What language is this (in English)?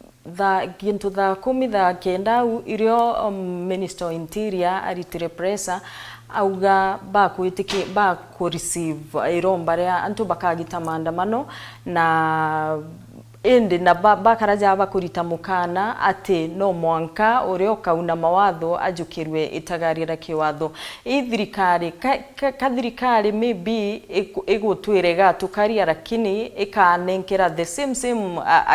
Meru